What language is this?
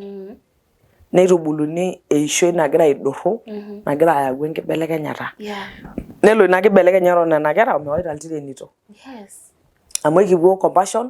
Masai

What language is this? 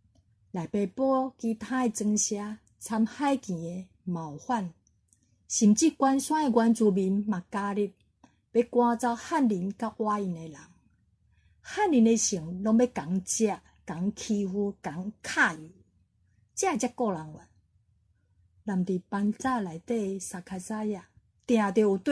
Min Nan Chinese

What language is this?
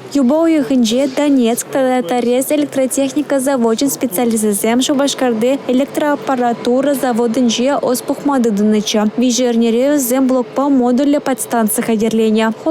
Chuvash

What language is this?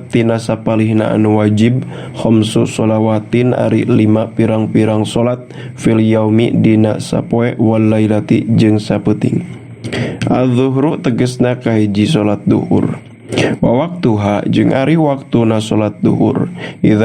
Sundanese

